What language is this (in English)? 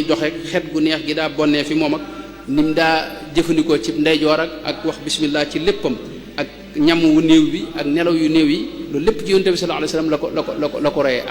Wolof